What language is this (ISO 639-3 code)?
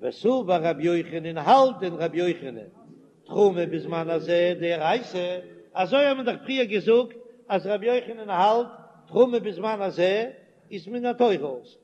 yid